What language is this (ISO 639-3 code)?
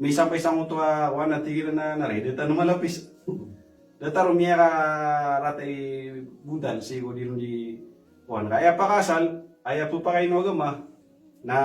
mrw